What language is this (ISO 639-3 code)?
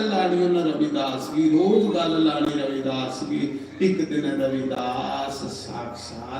doi